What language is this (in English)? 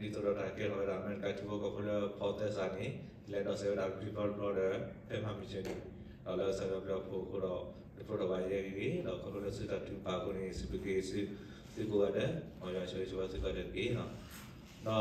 S'gaw Karen